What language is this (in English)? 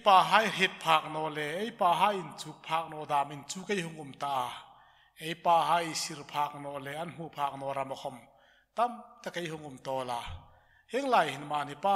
Hmar